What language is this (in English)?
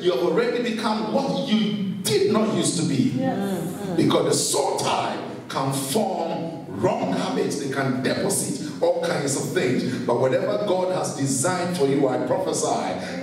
English